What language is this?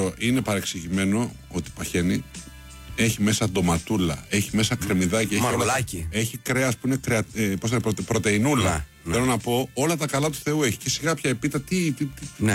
Greek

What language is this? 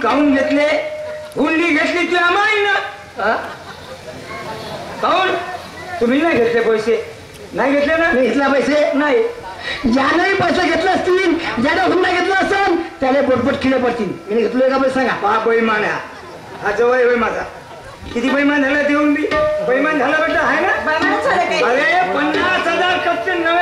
Marathi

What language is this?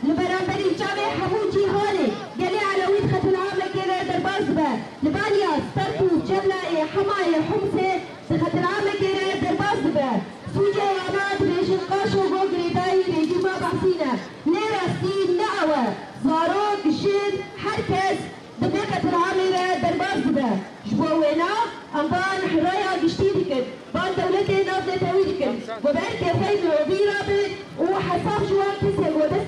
Kurdish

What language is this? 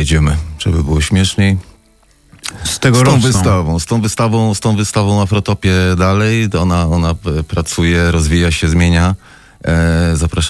Polish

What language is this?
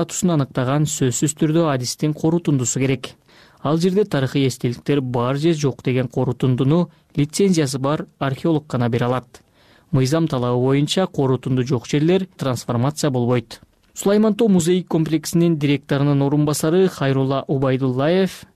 Kyrgyz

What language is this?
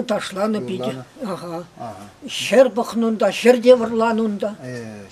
Chuvash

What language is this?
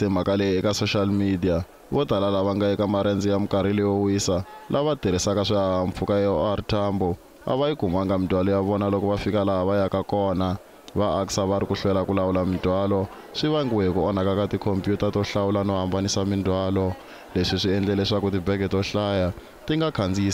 Tsonga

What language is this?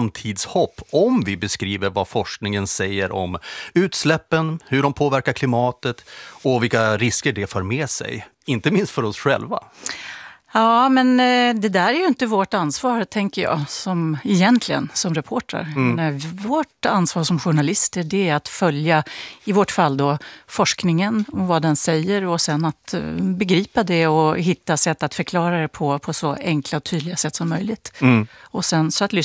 Swedish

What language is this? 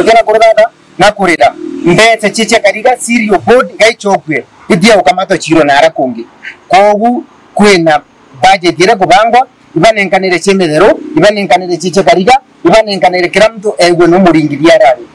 Meru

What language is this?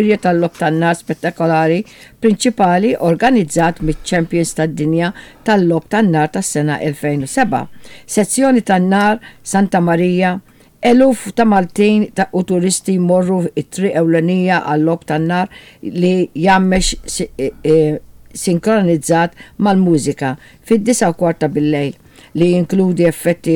Maltese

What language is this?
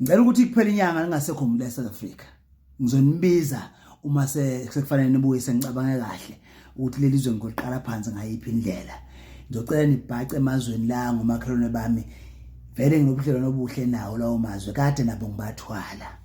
Zulu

